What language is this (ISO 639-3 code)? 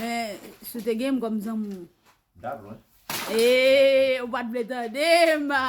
hat